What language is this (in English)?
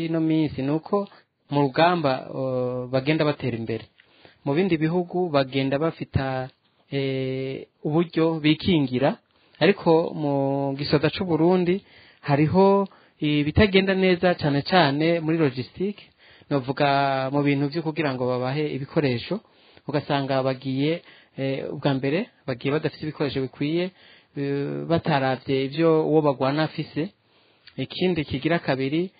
Rundi